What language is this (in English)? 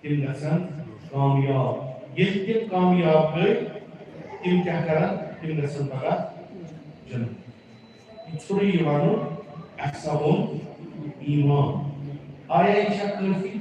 Kashmiri